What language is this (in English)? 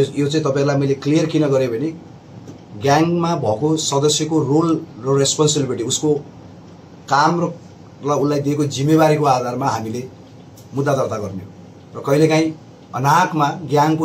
Nepali